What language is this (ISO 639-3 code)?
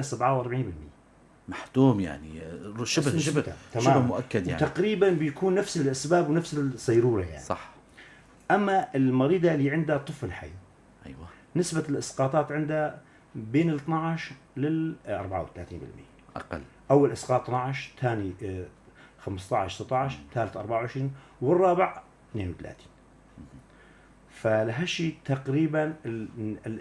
apc